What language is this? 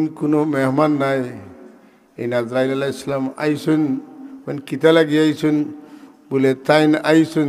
Sylheti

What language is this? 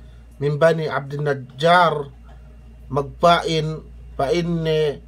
Yakan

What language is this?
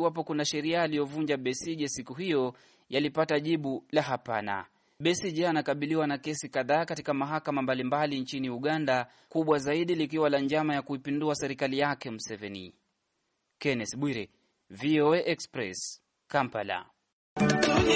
Swahili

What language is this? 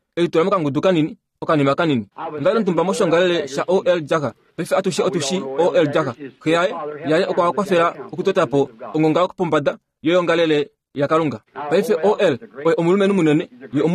Kuanyama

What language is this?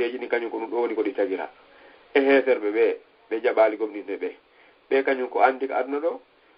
Fula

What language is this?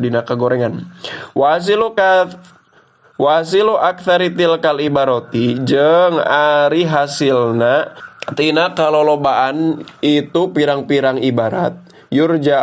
Sundanese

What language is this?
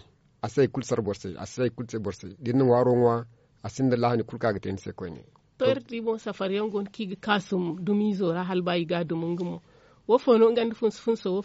Zarma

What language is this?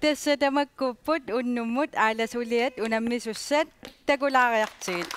Kalaallisut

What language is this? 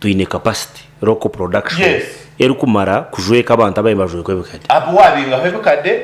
Nyankole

